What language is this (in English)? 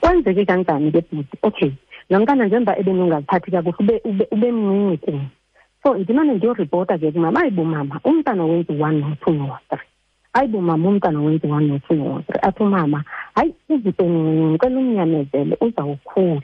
Xhosa